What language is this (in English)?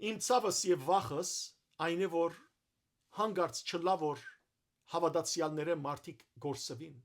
Western Armenian